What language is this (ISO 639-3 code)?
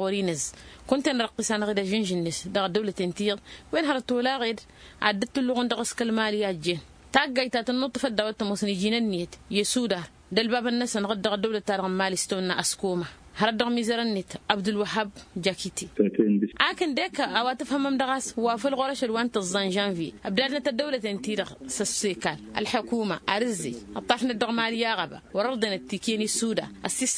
taq